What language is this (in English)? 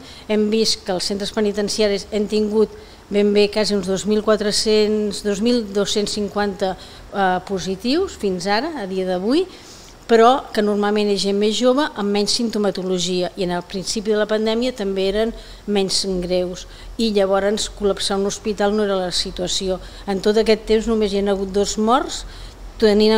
Catalan